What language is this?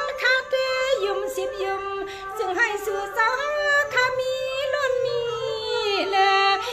Shan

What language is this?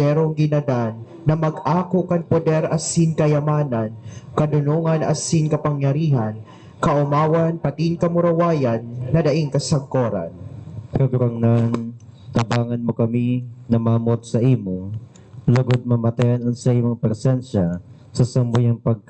Bikol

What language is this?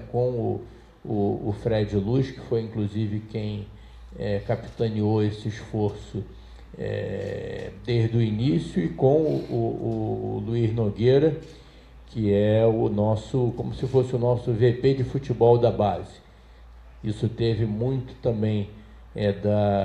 Portuguese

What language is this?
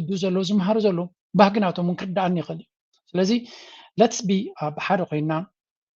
Tigrinya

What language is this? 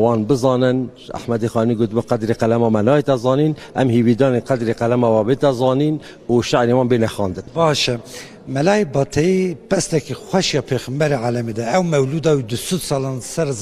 Kurdish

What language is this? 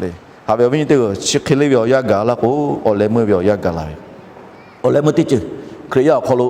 Lahu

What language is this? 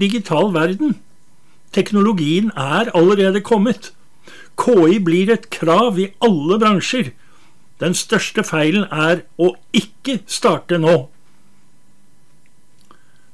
Norwegian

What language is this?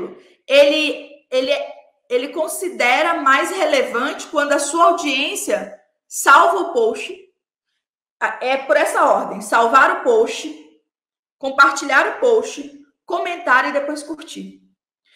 Portuguese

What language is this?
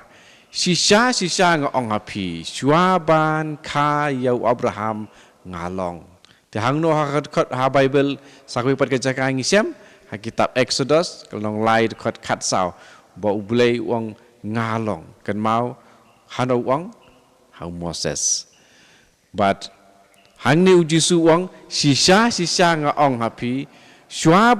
Khasi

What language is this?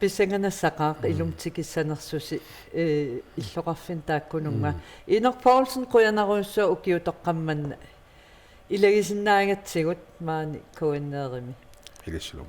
Kalaallisut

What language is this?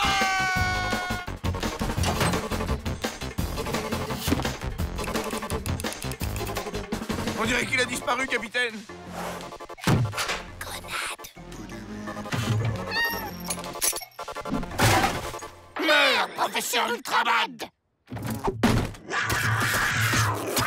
French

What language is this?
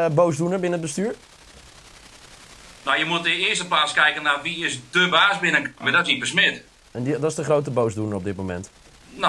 Dutch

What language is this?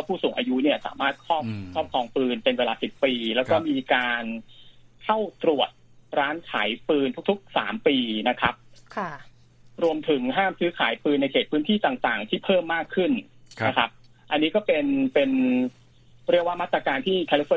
Thai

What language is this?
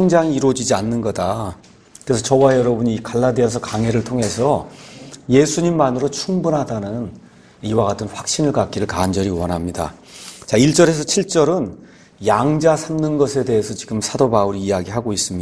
Korean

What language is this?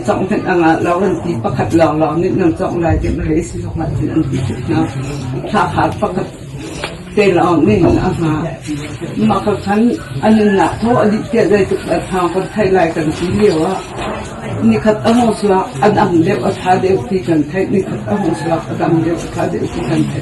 Hakha Chin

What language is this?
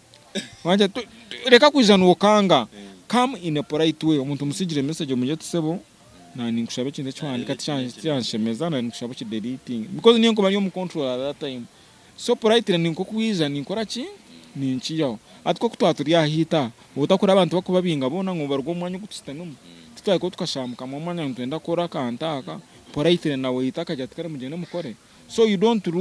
Nyankole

